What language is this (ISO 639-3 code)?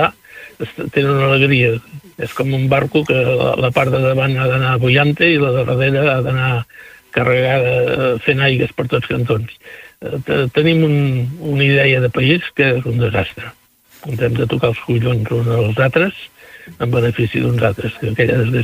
cat